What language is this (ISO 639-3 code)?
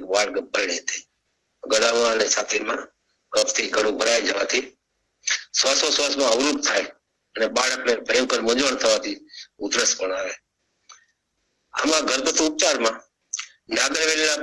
guj